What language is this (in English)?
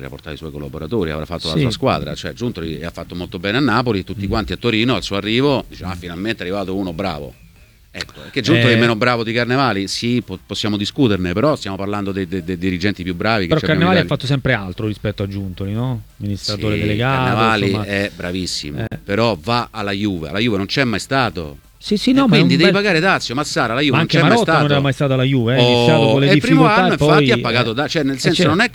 Italian